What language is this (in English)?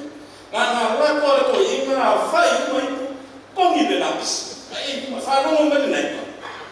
Samoan